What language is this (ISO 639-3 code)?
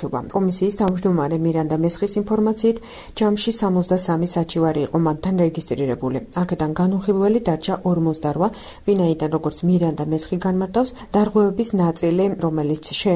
kat